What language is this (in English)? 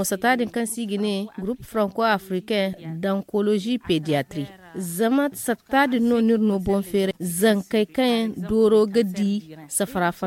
Zarma